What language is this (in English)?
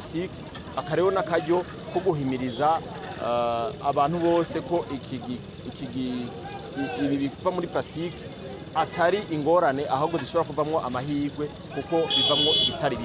Rundi